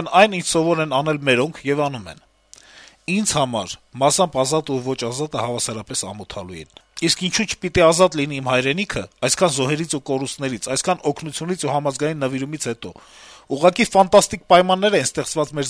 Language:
Armenian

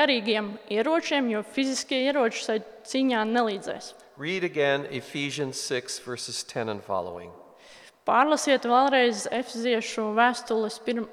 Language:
Latvian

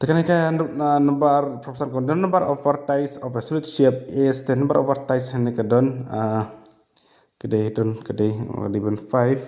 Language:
Khasi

